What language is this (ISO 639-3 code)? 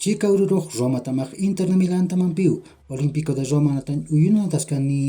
aym